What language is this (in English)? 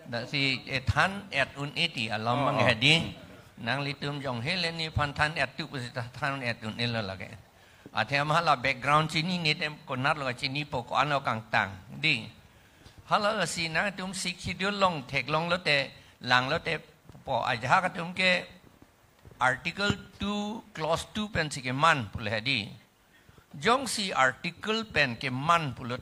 Karbi